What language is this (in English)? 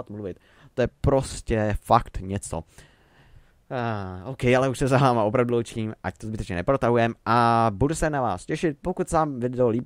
Czech